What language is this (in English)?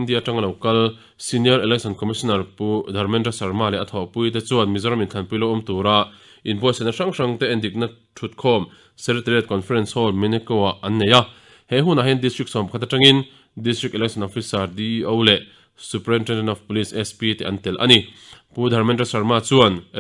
Mizo